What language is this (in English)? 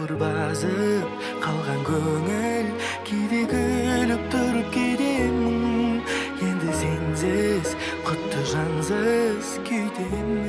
Kara-Kalpak